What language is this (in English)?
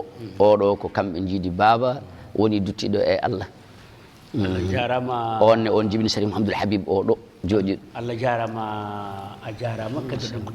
Fula